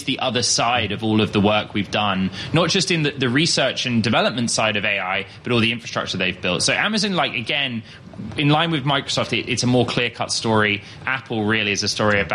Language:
English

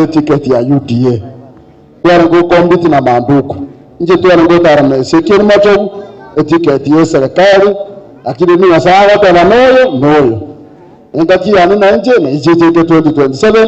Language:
Gusii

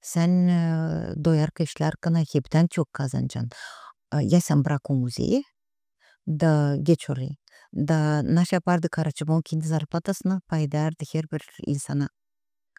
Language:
Gagauz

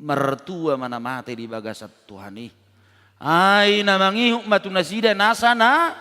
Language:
Batak Toba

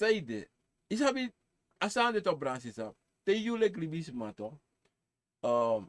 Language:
Sranan Tongo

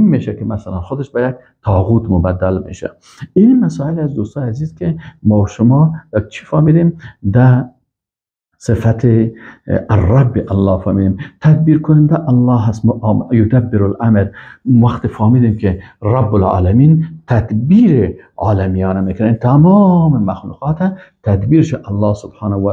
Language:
Persian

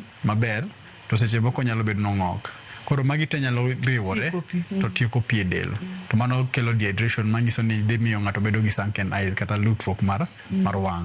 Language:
Luo (Kenya and Tanzania)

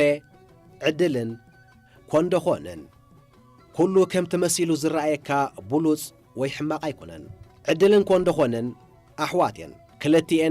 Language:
Tigrinya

